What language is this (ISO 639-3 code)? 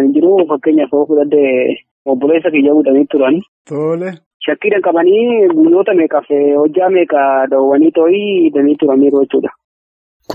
orm